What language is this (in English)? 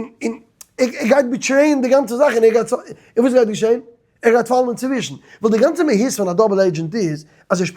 Yiddish